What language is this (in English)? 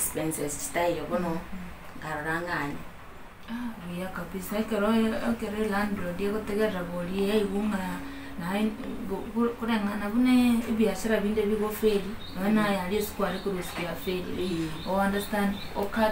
Gusii